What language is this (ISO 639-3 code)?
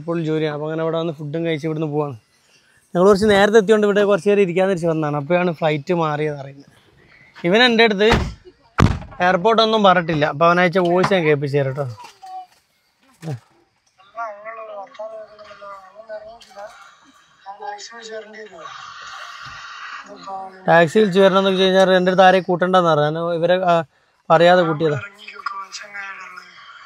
mal